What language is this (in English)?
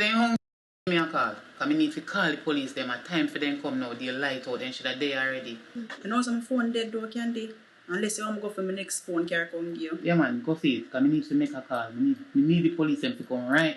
Jamaican Creole English